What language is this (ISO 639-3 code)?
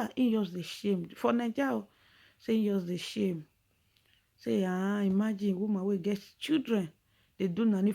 pcm